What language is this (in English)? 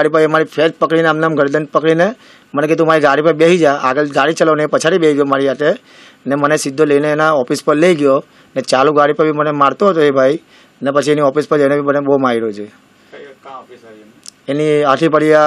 Gujarati